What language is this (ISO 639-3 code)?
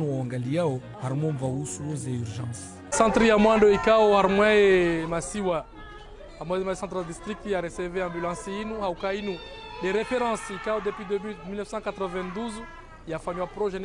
zdj